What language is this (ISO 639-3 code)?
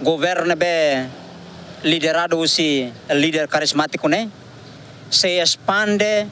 tet